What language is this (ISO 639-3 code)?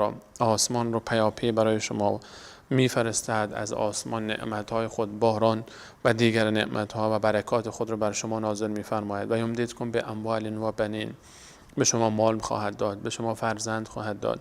fas